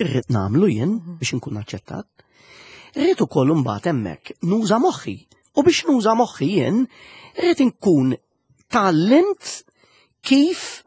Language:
Maltese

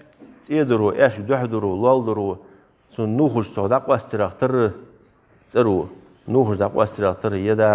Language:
Ingush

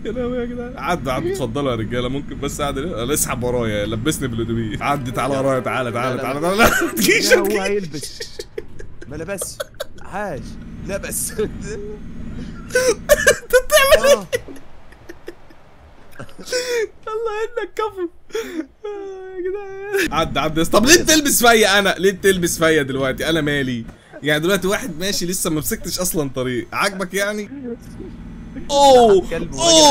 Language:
Egyptian Arabic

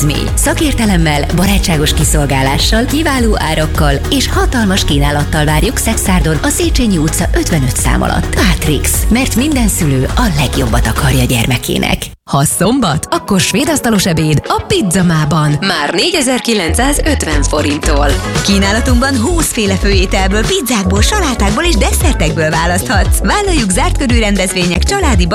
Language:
Hungarian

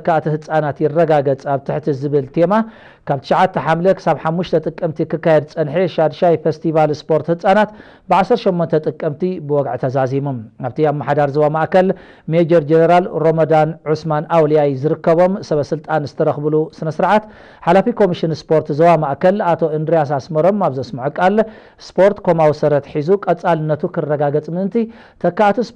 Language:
Tigrinya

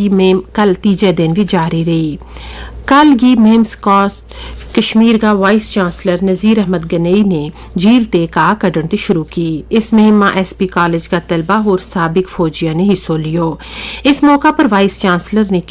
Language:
Gujari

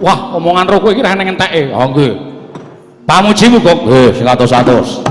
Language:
Javanese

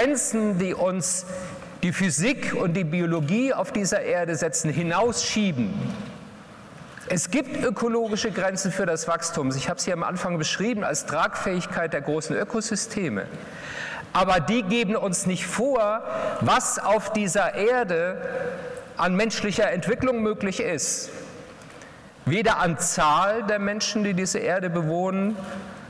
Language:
German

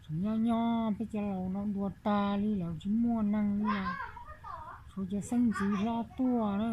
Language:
Hmong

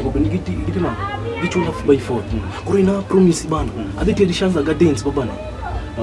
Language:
Luo (Kenya and Tanzania)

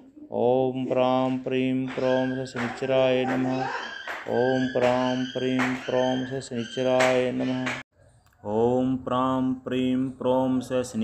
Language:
Sanskrit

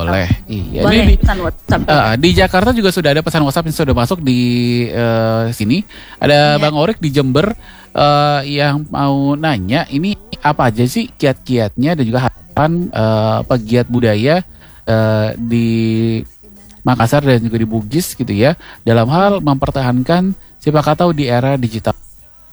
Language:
Indonesian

